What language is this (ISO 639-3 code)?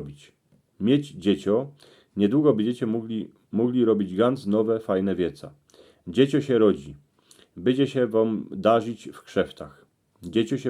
szl